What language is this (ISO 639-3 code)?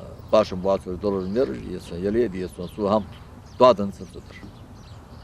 inh